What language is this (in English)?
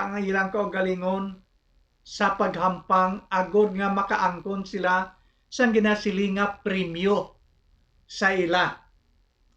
Hiligaynon